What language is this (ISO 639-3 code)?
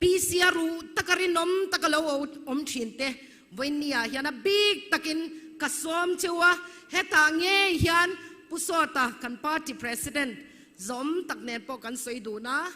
lus